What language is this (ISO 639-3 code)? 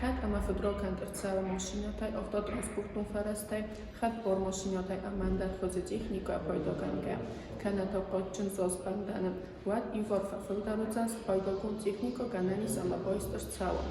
oss